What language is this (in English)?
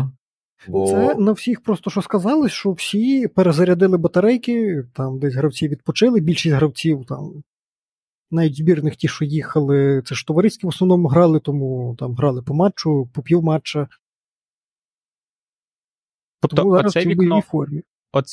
Ukrainian